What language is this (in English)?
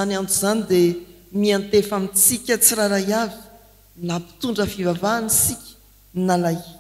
Malagasy